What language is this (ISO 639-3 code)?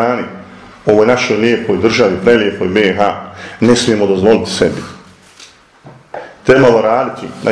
bos